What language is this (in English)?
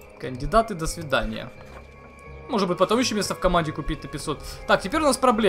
Russian